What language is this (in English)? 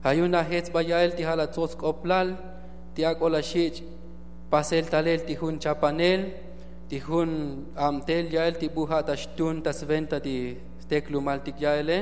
Tzotzil